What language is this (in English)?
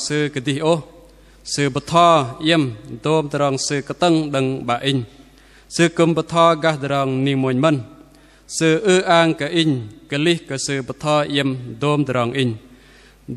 Bahnar